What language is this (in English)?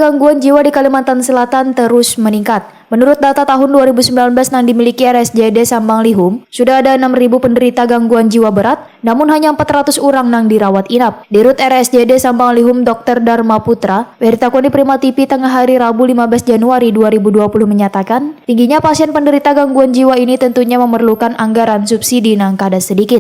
Banjar